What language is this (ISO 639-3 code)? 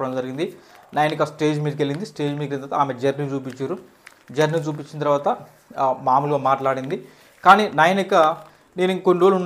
tel